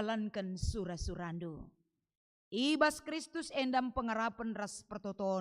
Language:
Batak Karo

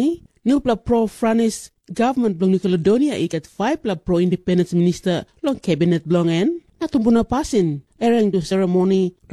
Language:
Tok Pisin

